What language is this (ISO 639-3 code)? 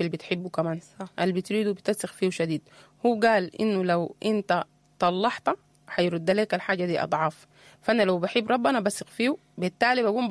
apd